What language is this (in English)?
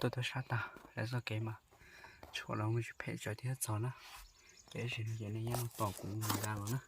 Hmong